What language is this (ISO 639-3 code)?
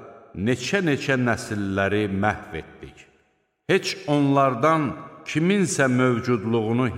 aze